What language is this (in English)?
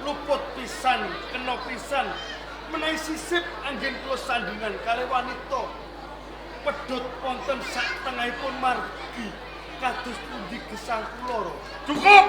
Javanese